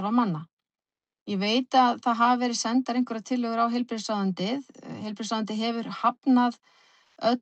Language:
Icelandic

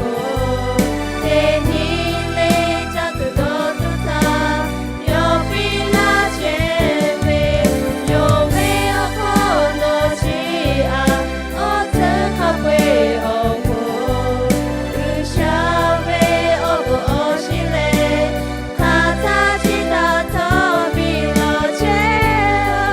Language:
Lahu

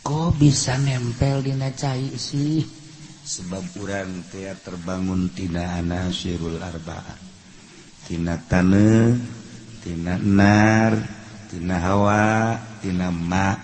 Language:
Sundanese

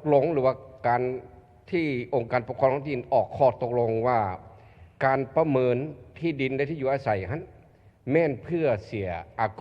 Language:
Lao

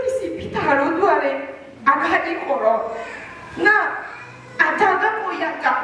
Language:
Akha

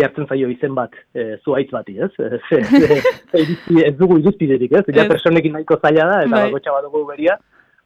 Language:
Basque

